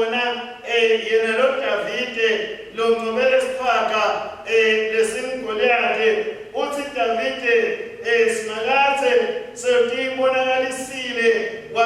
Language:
Swati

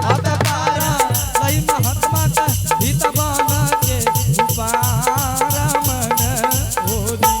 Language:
Angika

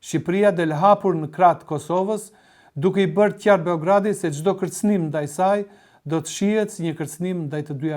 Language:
Albanian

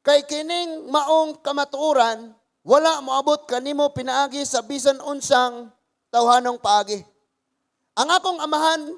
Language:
Cebuano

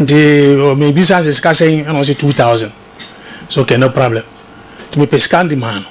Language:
Akan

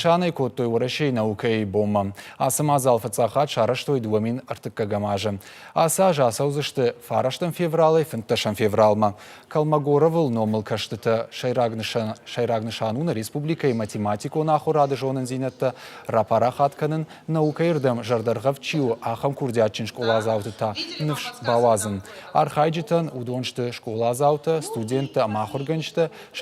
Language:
Ossetic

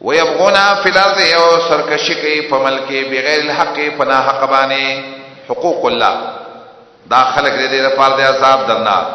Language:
Pashto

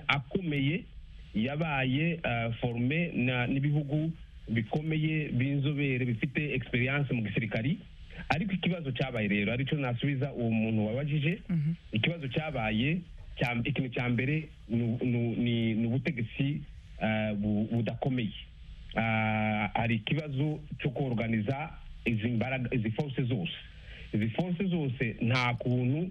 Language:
Kinyarwanda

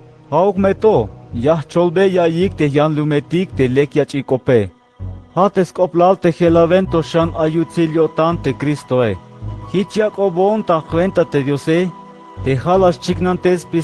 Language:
Tzeltal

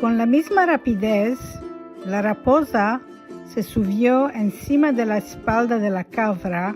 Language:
Ladino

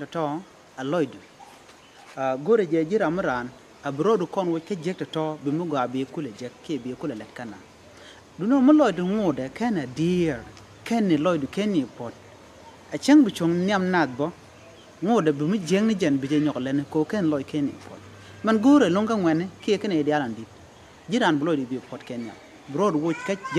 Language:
Nuer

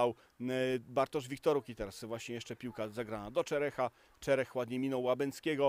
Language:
Polish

